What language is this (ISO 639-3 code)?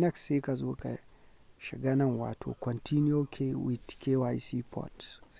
hau